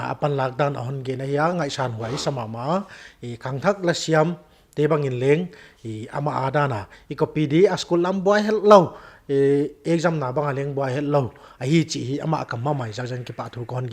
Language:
Paite Chin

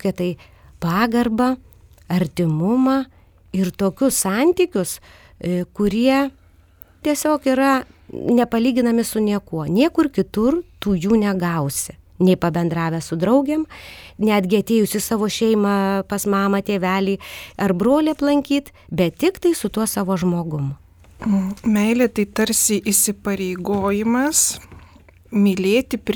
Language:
Lithuanian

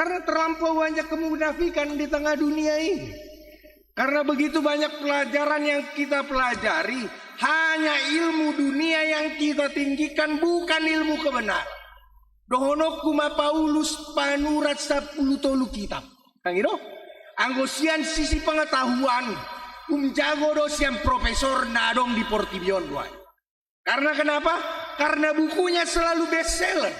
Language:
Batak Toba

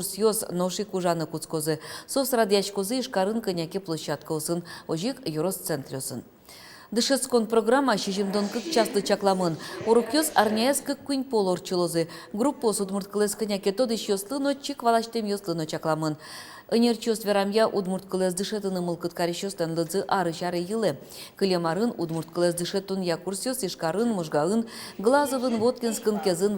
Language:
Udmurt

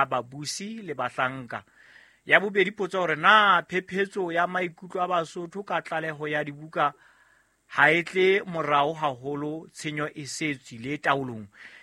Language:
Southern Sotho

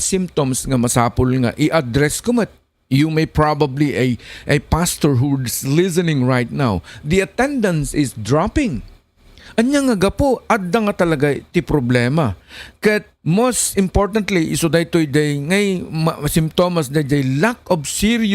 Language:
Iloko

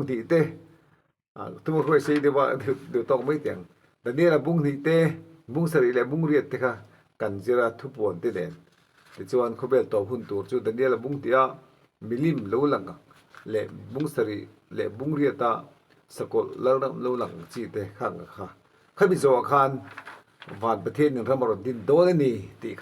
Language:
Mizo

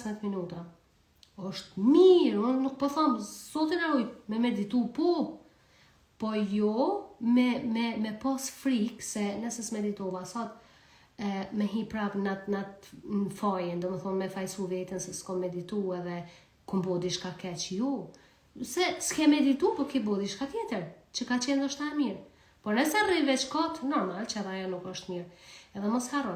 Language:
Albanian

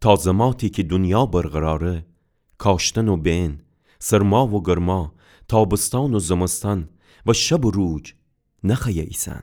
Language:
Gilaki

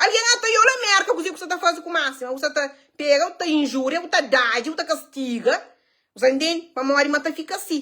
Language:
Kabuverdianu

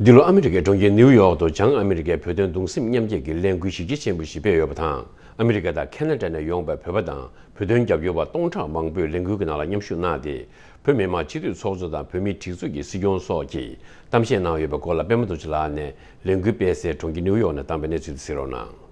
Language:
Tibetan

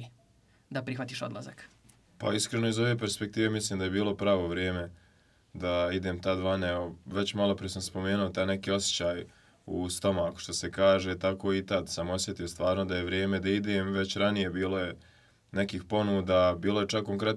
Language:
Bosnian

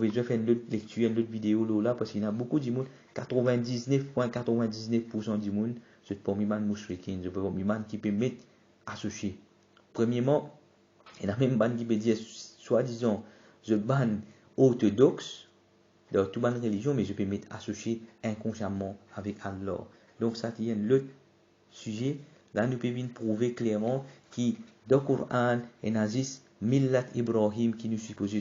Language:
Morisyen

